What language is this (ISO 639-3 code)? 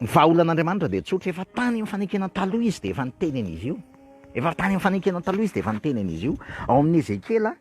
mlg